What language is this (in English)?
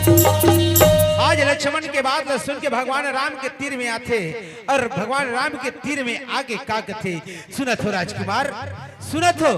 Chhattisgarhi